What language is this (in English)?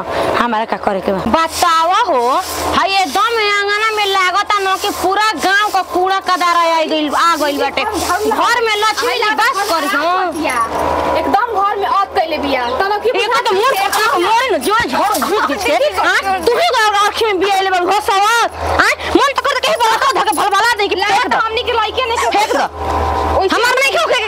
Bhojpuri